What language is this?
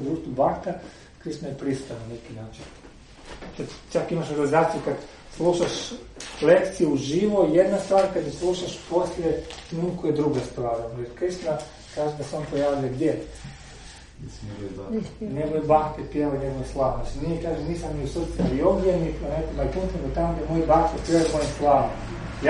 Croatian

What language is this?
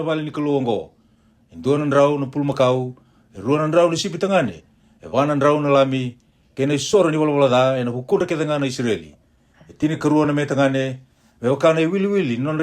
Fijian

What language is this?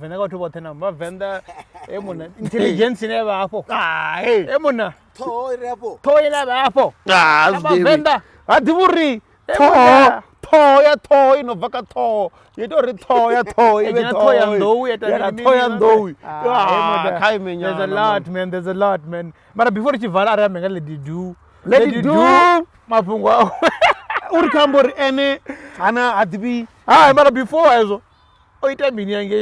Venda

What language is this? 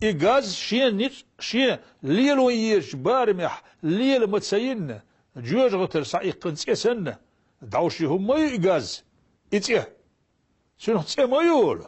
Chechen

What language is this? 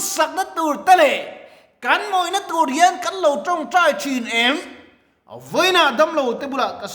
Mizo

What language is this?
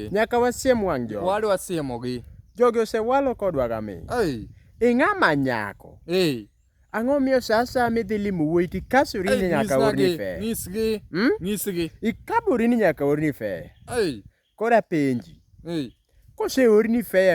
Luo (Kenya and Tanzania)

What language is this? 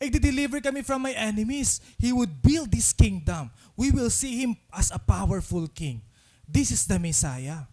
Waray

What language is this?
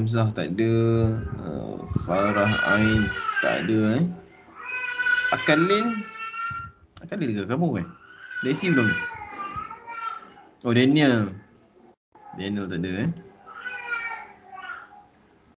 Malay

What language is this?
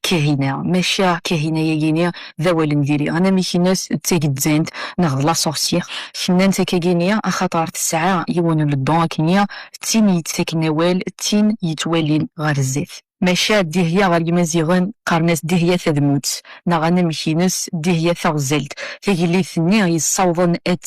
Kabyle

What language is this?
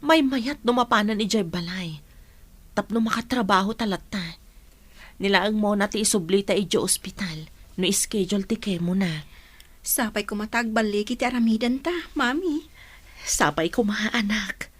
Iloko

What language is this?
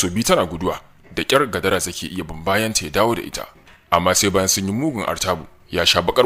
Hausa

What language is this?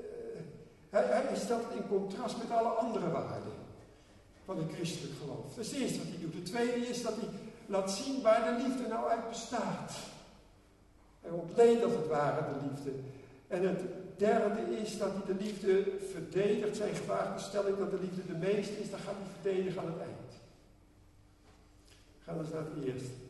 Dutch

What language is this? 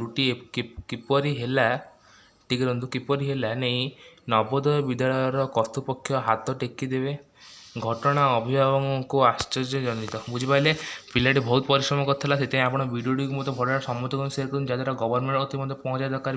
Odia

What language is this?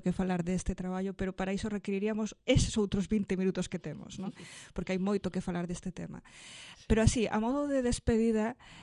Galician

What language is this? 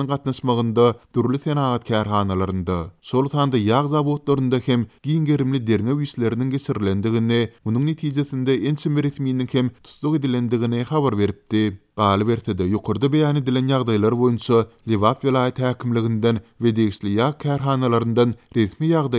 Turkmen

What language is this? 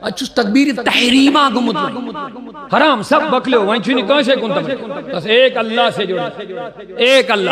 Kashmiri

